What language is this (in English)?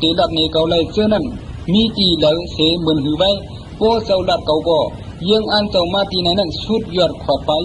Shan